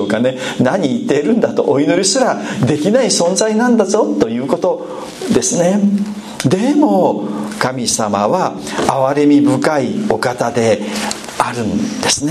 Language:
Japanese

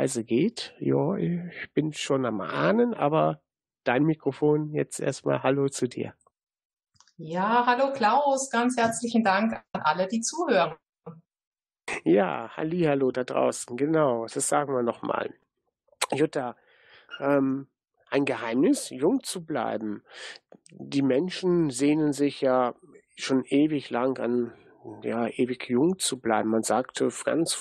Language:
German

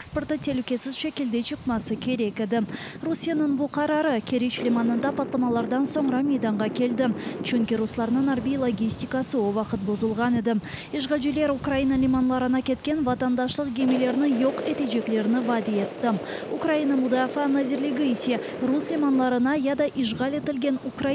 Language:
Crimean Tatar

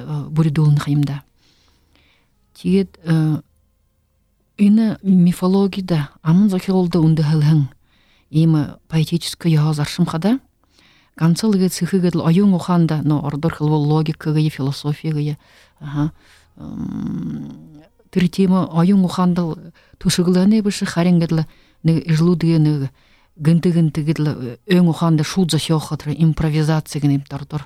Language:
Buriat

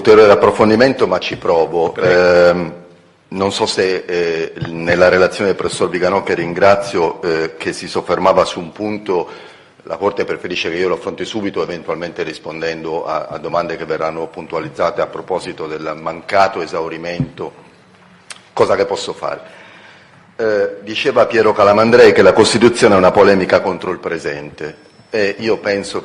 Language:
Italian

